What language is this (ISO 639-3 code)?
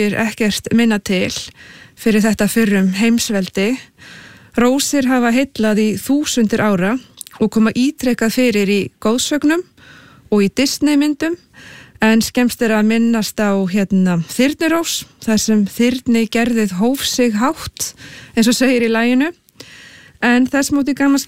isl